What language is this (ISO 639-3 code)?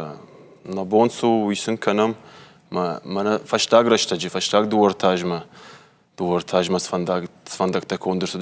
oss